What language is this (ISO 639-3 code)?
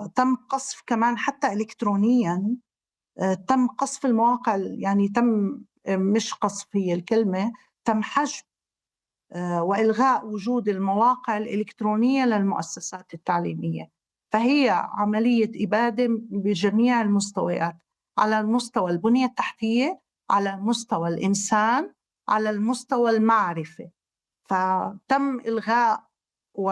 apc